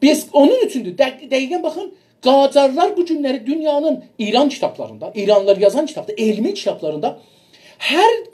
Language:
South Azerbaijani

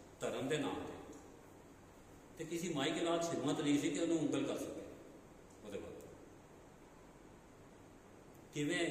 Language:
Punjabi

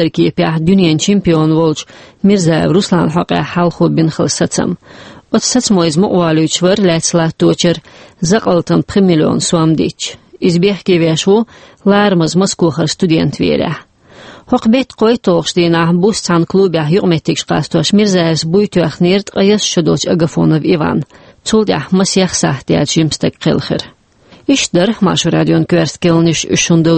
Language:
Chechen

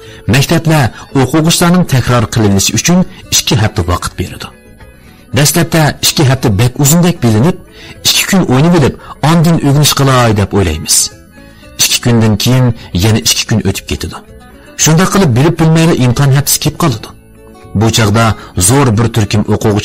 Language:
Uyghur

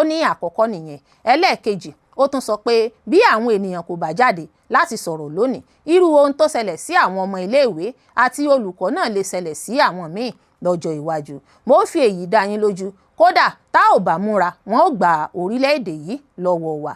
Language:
Yoruba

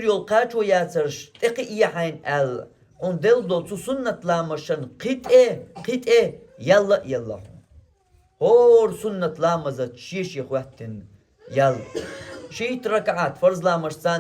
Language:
Chechen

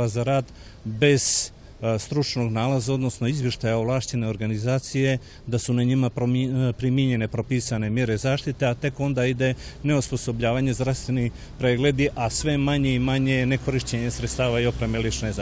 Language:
Serbian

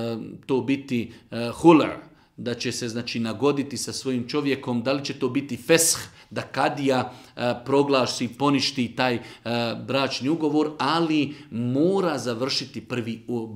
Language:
Bosnian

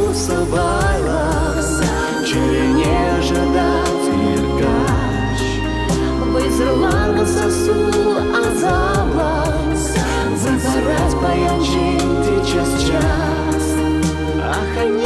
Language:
Chuvash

